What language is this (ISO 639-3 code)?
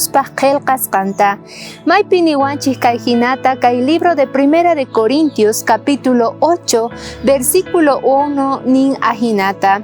quh